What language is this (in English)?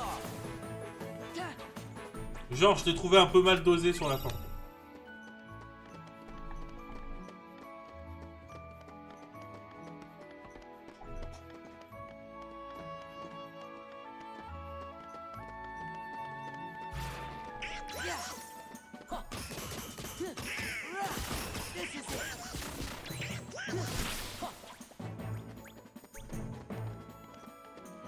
French